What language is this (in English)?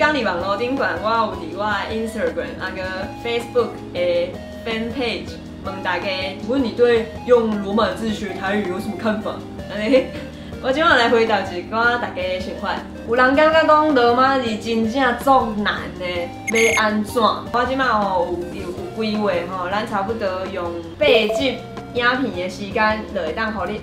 Min Nan Chinese